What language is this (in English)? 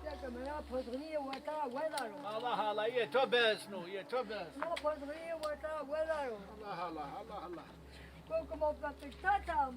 Zaza